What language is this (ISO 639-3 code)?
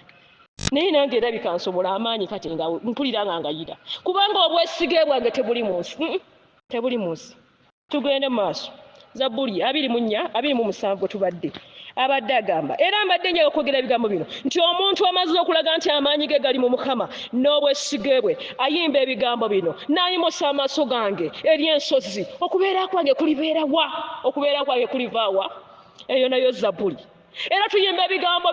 lug